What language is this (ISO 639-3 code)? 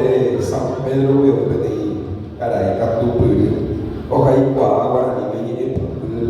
grn